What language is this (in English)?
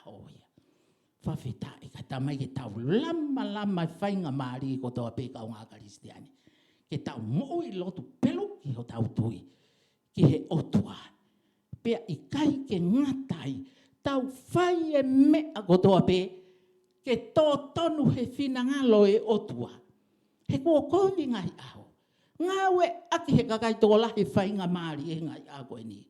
Tongan